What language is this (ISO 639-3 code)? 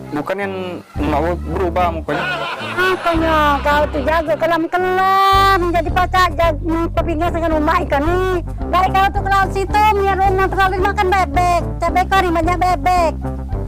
mui